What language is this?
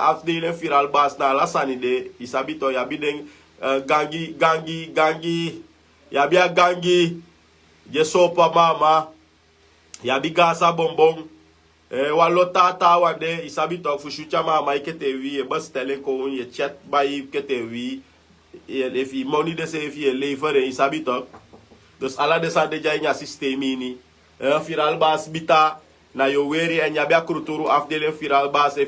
Sranan Tongo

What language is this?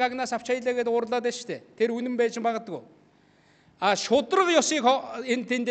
Mongolian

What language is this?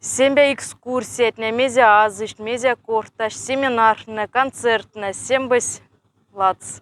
Moksha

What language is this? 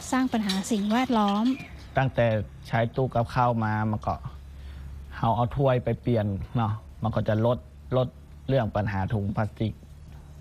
Thai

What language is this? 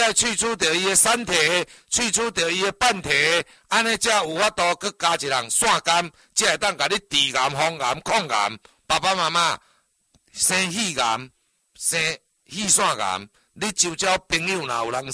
Min Nan Chinese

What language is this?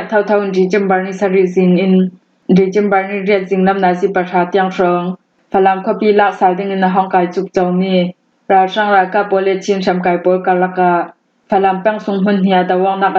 Hakha Chin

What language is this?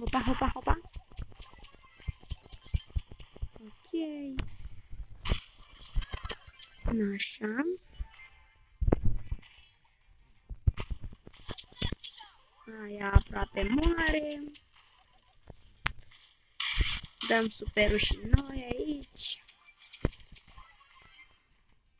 Romanian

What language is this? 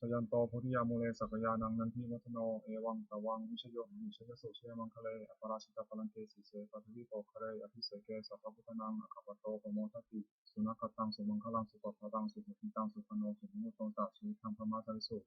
Pali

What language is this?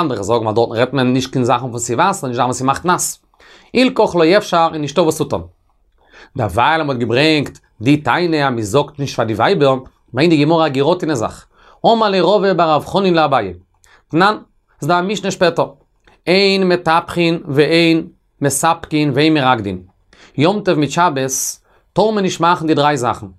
Yiddish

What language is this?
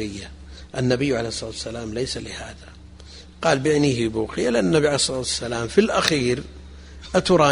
Arabic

